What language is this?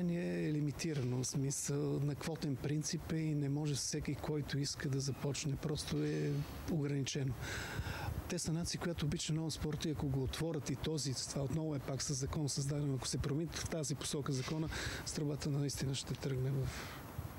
Bulgarian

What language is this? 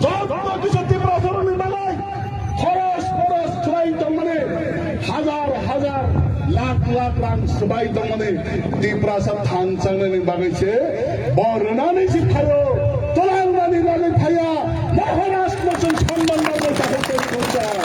Kok Borok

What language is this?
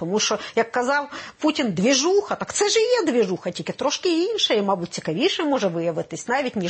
Ukrainian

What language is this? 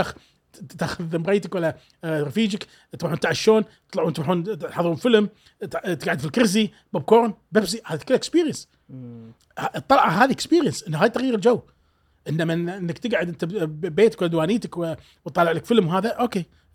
Gulf Arabic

